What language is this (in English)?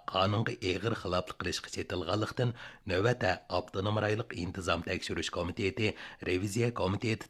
Uyghur